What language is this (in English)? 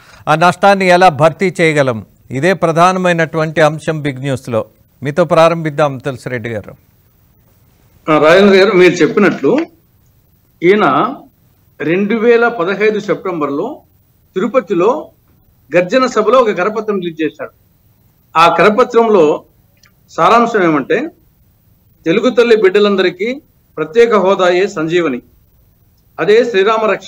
Telugu